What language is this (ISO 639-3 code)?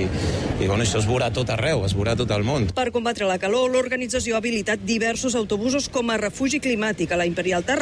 cat